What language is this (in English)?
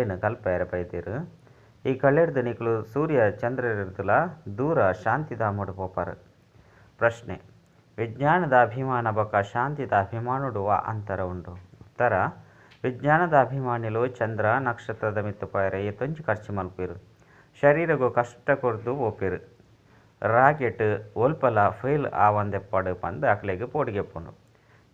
Tulu